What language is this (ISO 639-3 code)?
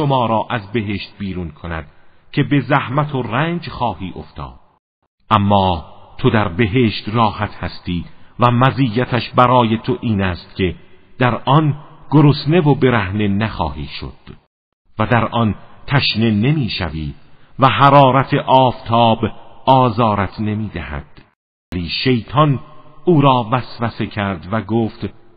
fas